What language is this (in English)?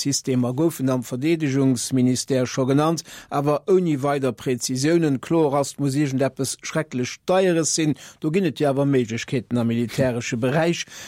Luxembourgish